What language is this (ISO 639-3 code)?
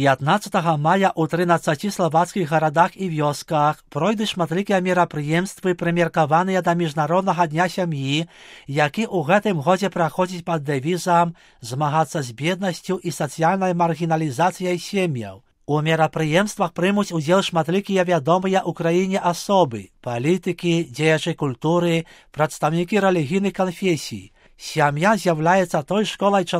bel